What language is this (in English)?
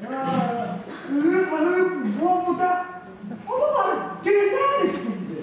Yakut